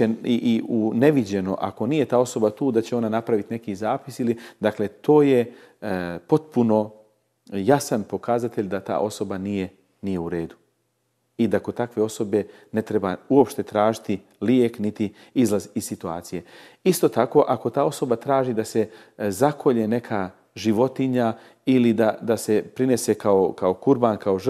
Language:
Bosnian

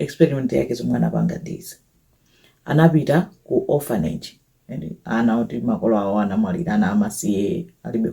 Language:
Nyanja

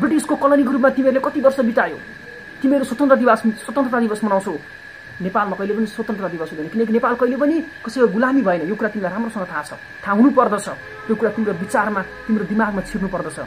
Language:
Nepali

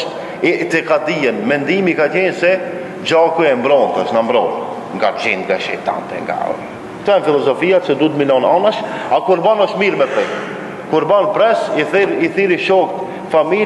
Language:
Albanian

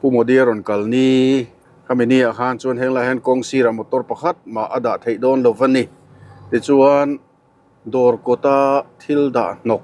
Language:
Mizo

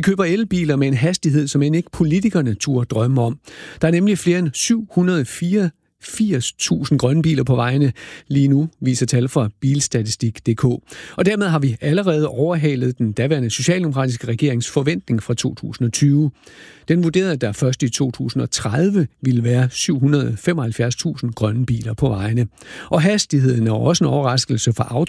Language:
Danish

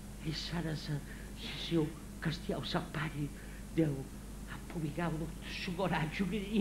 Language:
Sardinian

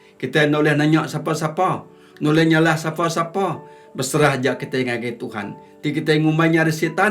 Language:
Iban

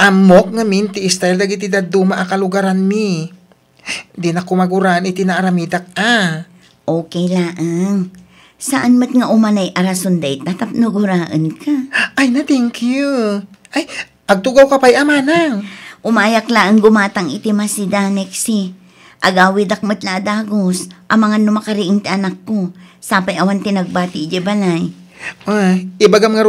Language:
Iloko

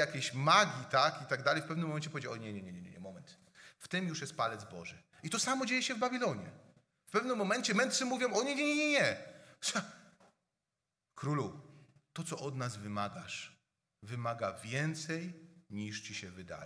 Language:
Polish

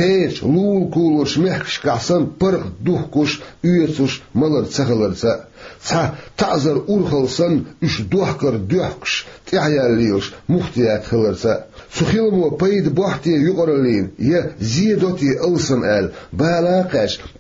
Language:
Chechen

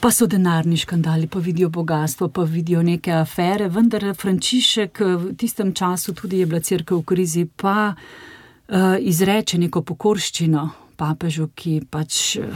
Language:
Slovenian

